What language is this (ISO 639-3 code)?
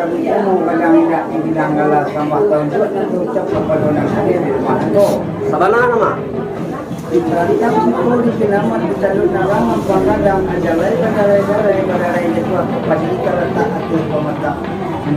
min